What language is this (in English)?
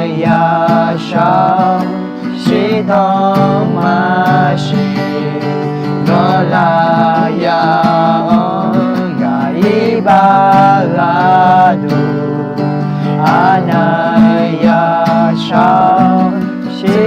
Akha